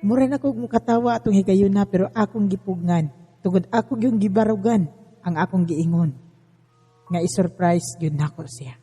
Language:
Cebuano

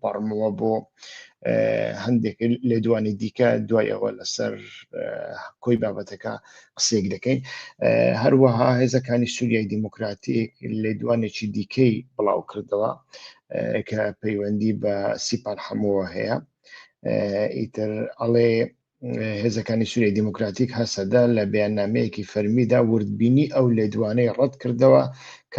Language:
Central Kurdish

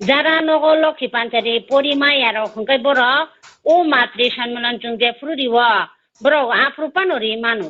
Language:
Kok Borok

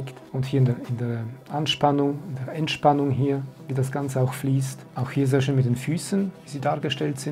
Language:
German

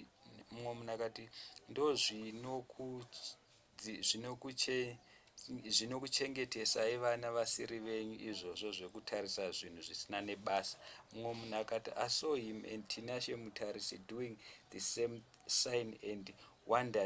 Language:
Shona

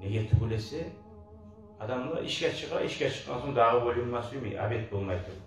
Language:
Kumyk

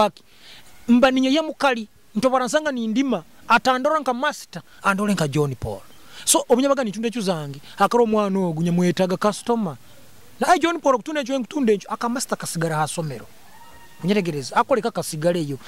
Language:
Nyoro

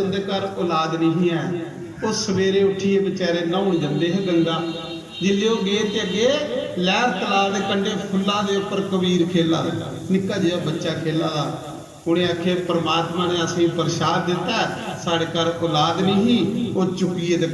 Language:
Dogri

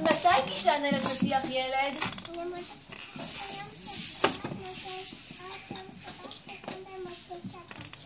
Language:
Hebrew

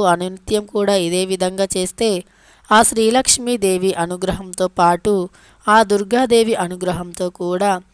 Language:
Telugu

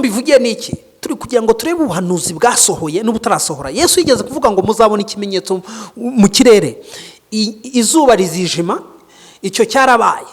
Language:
Kinyarwanda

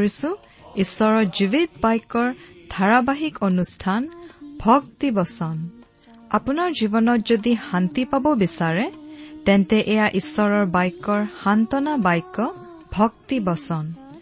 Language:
Assamese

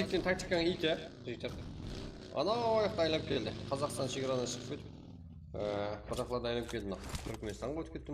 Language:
Kara-Kalpak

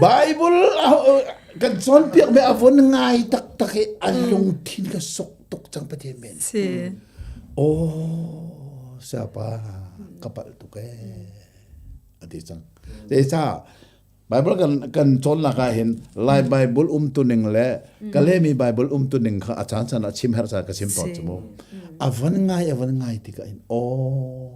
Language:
Hakha Chin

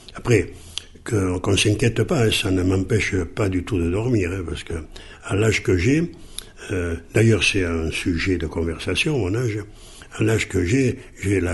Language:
French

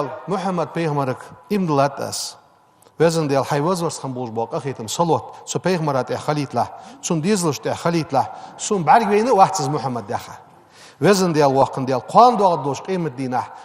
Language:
Ingush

